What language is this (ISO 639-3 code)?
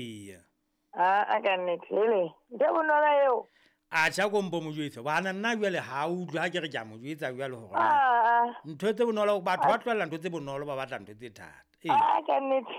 sot